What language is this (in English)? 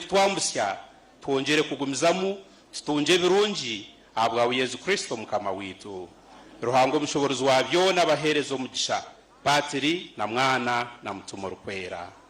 Nyankole